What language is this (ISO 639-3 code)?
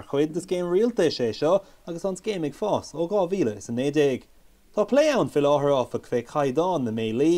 gle